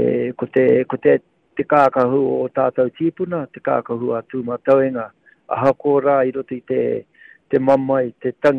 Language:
Māori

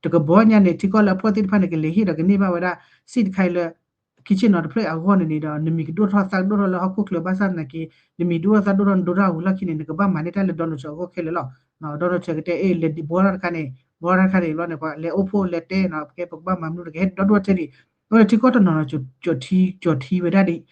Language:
S'gaw Karen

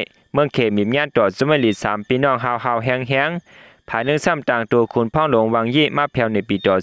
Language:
Shan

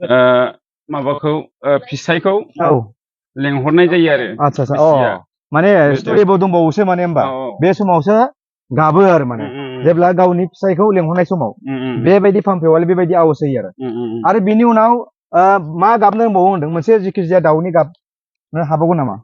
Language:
Bodo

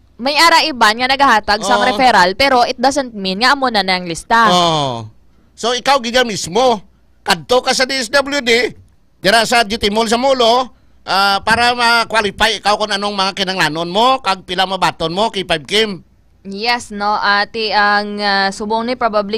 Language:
Hiligaynon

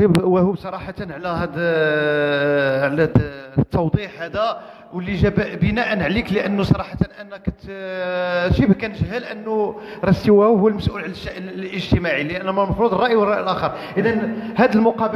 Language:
Moroccan Arabic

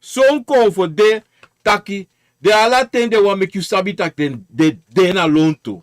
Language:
Sranan Tongo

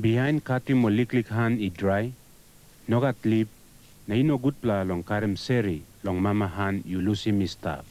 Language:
Tok Pisin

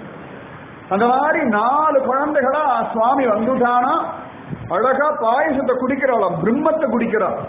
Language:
Tamil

